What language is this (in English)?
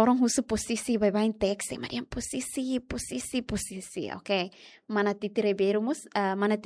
Tetum